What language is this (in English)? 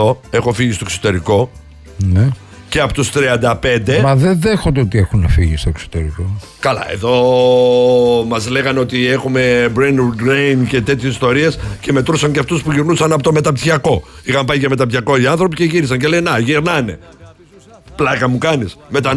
Greek